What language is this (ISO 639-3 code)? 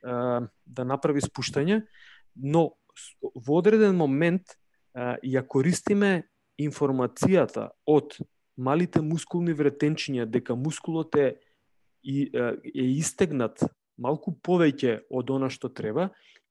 mkd